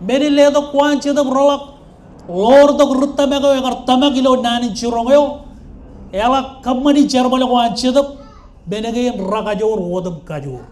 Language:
Marshallese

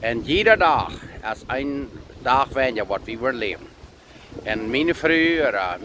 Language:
Plautdietsch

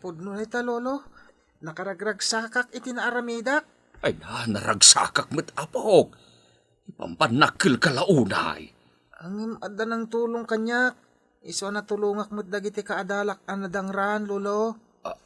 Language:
Iloko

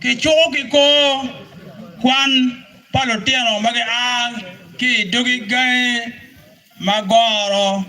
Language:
Acoli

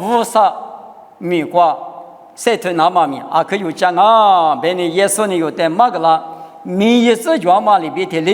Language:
Lisu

